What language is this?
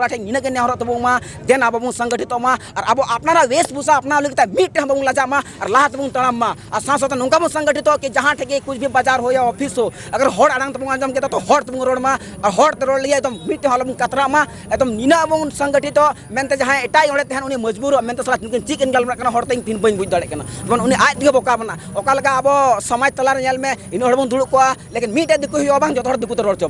Santali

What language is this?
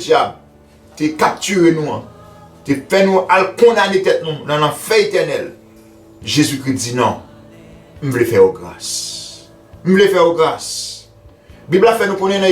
Haitian Creole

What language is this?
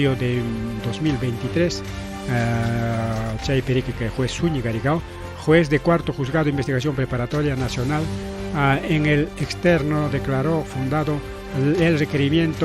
Ayacucho Quechua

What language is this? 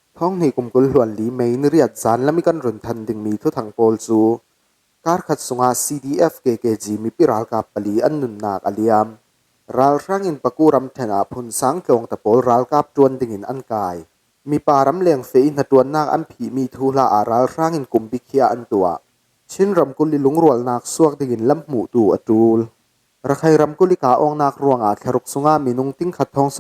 Falam Chin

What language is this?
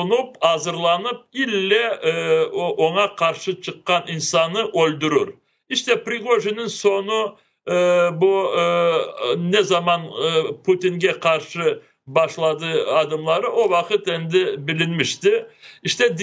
Crimean Tatar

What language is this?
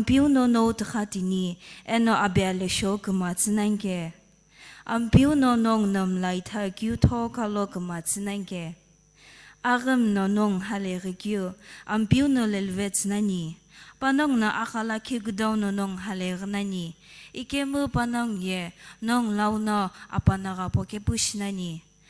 Sumi Naga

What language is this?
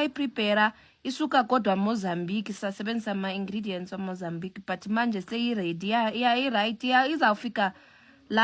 Zulu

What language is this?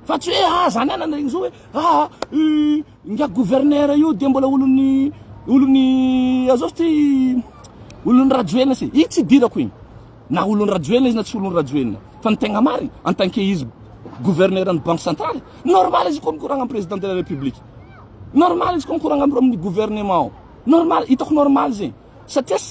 Malagasy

